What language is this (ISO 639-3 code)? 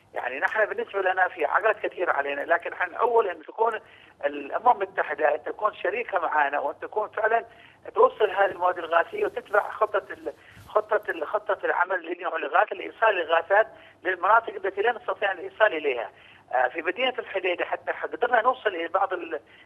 ara